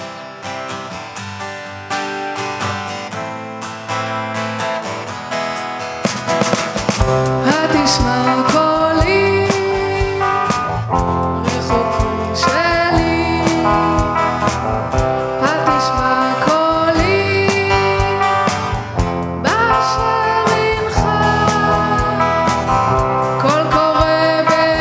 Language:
Hebrew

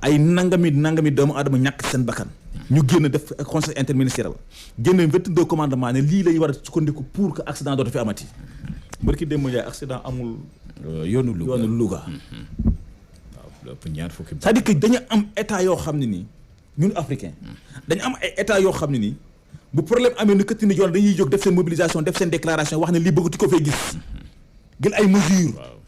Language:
Wolof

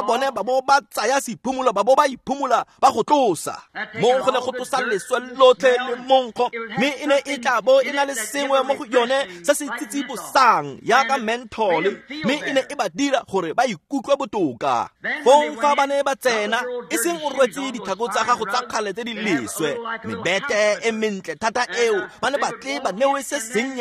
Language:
Tswana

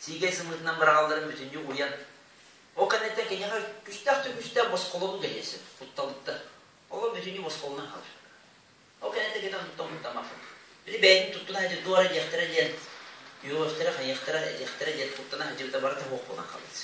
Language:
Yakut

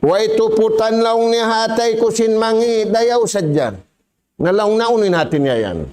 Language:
Tausug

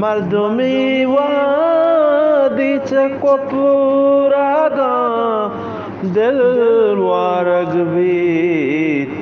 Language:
Eastern Balochi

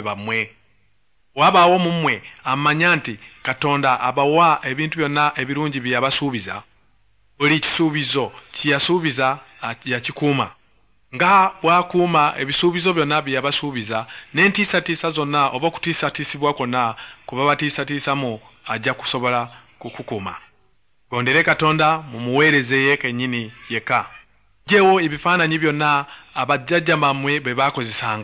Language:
Ganda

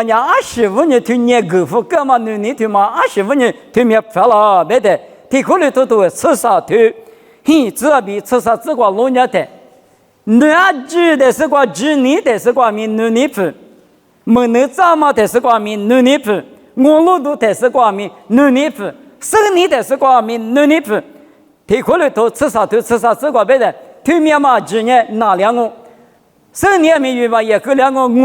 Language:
Lisu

